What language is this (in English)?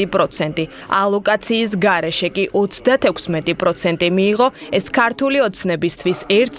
Georgian